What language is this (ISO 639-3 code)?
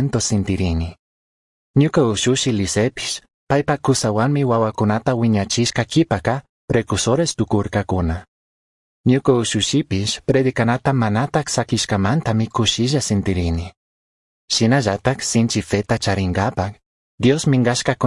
qug